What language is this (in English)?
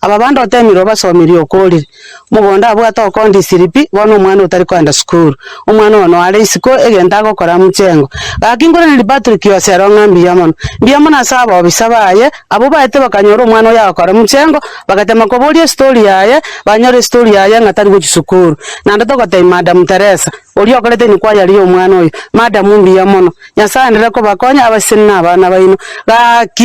Gusii